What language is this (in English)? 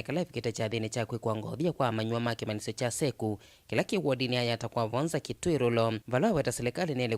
Kamba